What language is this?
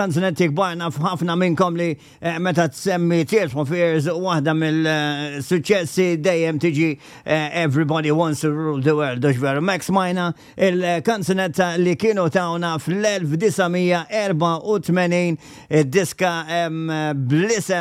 Maltese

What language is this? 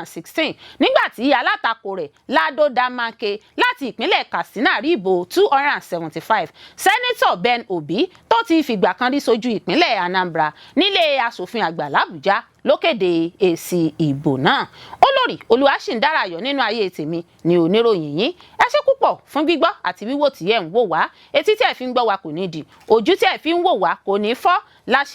Yoruba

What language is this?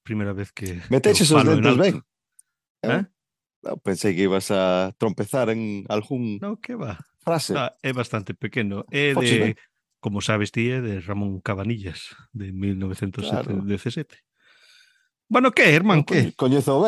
Galician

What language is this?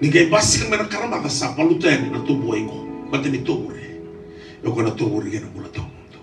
Fijian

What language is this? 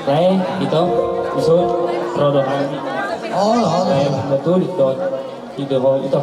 Batak Toba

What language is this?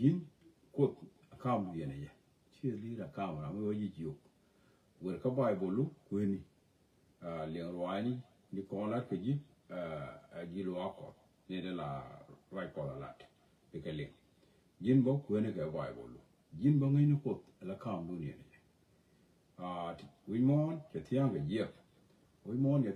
Nuer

